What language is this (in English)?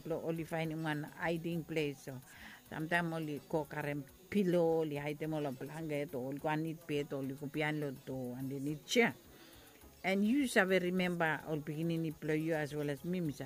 Bislama